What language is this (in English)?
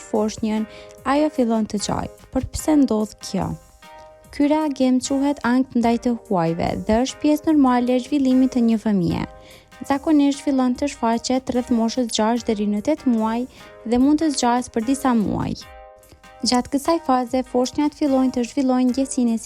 Albanian